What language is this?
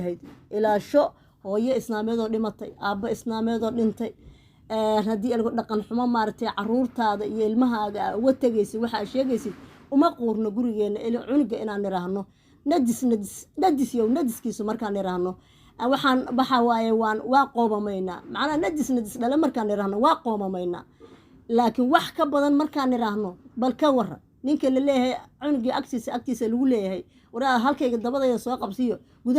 Somali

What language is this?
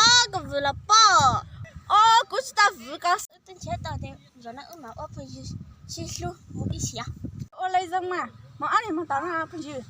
Hmong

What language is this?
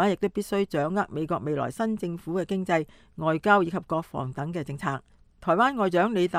Cantonese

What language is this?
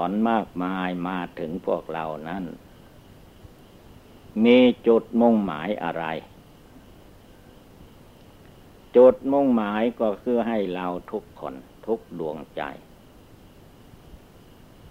Thai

